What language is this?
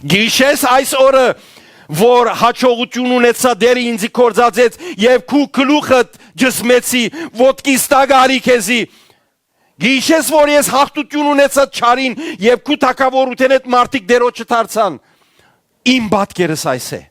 Western Armenian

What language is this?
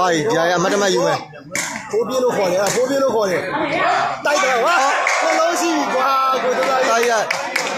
Burmese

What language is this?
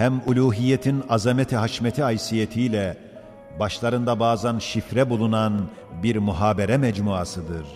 Ottoman Turkish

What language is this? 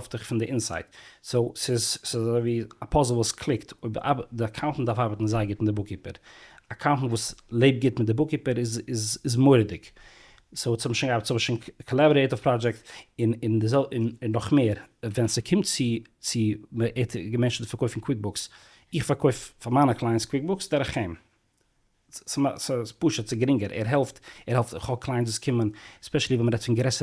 Yiddish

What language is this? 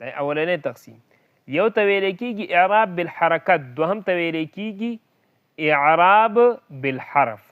Pashto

